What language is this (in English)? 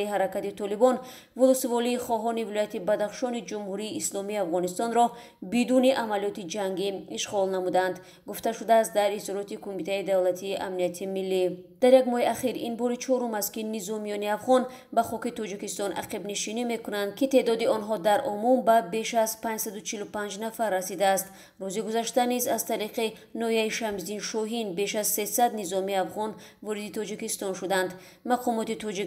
Tajik